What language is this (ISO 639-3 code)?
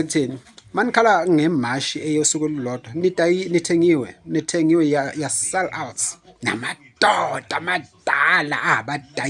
zul